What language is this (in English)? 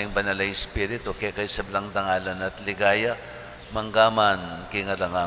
Pampanga